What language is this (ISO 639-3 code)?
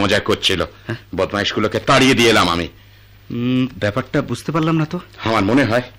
ben